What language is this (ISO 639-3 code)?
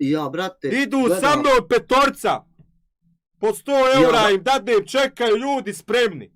bos